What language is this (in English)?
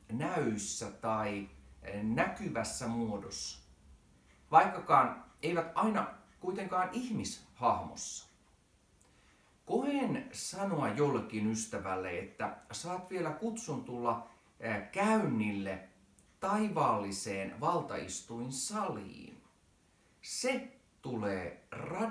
Finnish